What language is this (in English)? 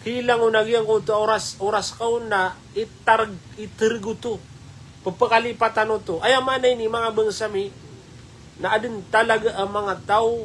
Maranao